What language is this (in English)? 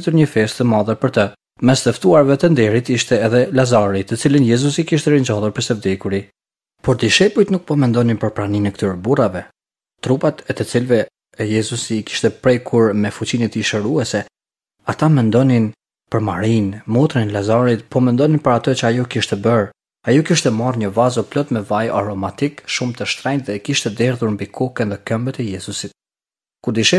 Albanian